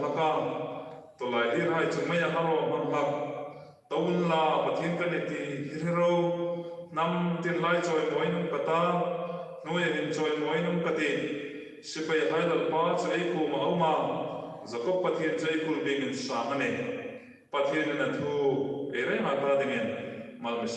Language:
Hmar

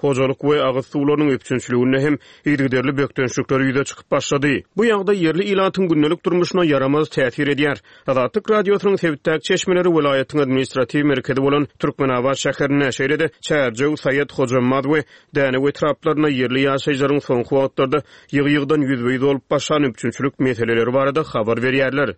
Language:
Turkmen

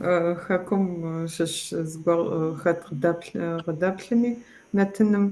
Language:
Kabardian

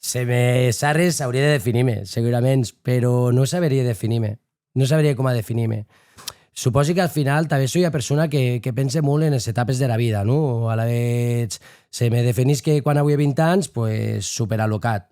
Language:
Occitan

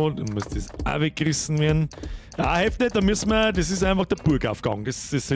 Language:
Bavarian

